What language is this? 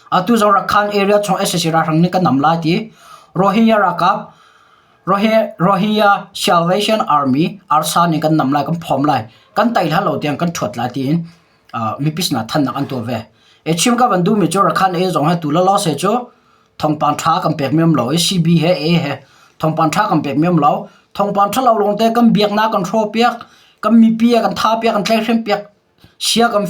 Hakha Chin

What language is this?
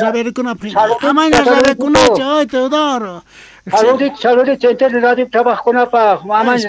South Bolivian Quechua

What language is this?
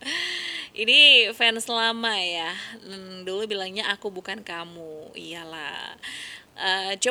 Indonesian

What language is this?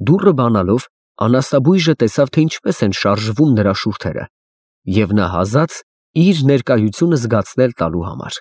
Armenian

